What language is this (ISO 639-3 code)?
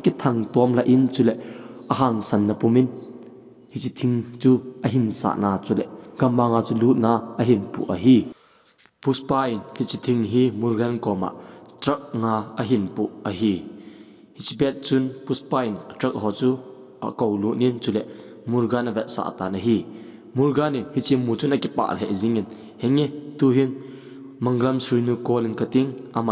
tcz